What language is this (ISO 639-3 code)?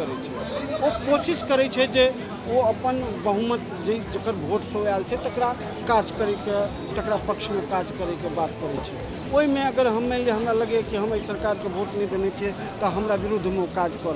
mai